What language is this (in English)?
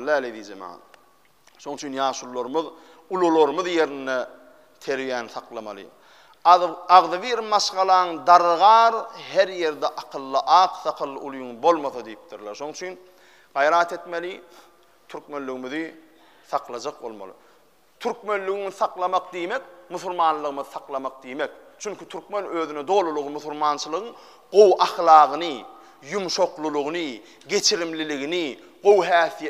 Turkmen